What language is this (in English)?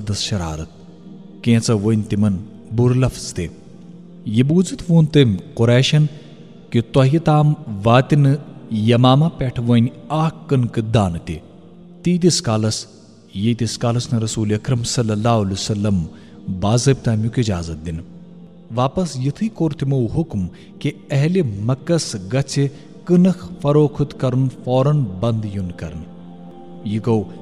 Kashmiri